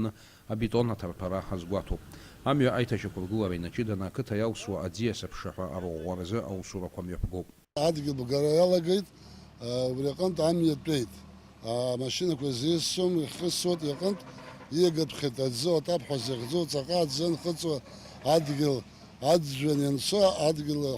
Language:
Abkhazian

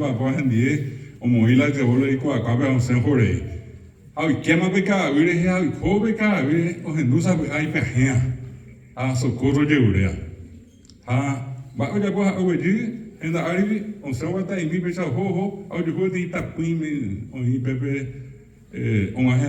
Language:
Guarani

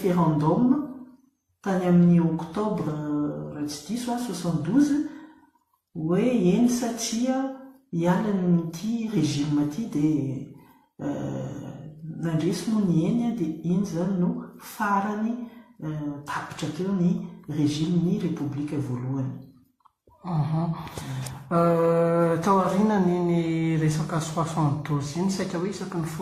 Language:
Malagasy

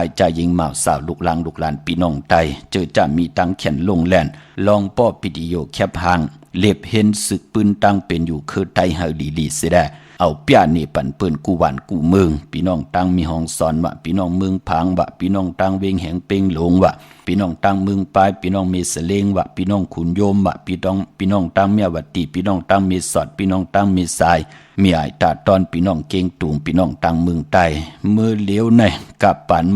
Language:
Shan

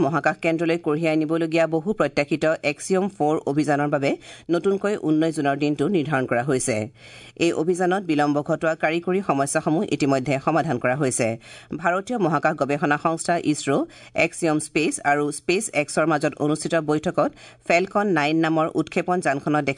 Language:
Assamese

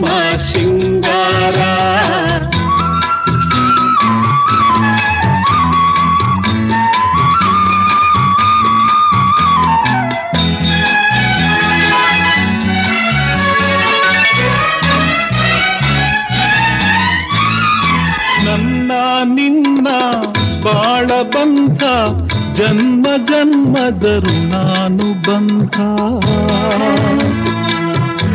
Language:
Kannada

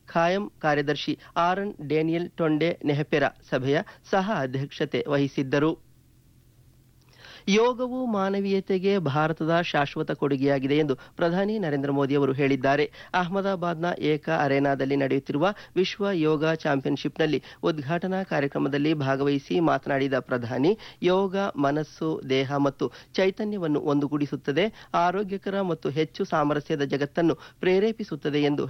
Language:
Kannada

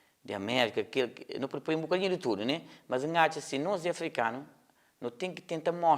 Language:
Kabuverdianu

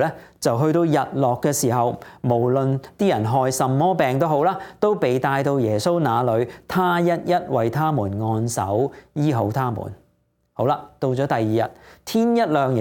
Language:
Cantonese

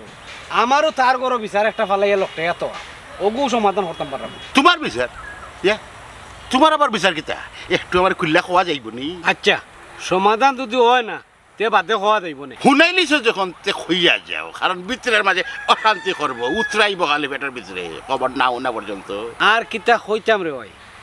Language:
Sylheti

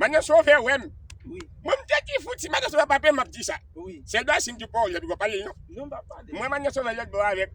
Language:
Haitian Creole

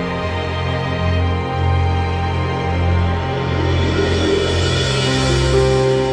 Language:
English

